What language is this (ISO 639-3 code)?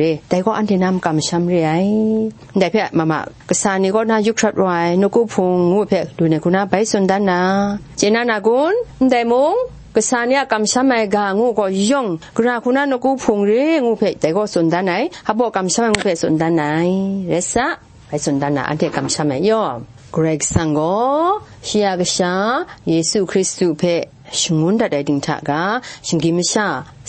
kac